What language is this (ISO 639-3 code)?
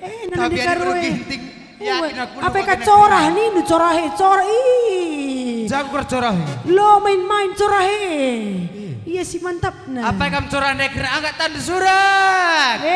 btx